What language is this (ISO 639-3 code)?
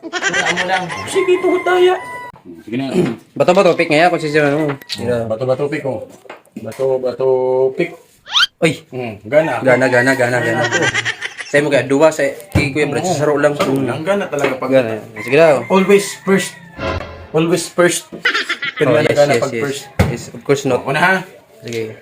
bik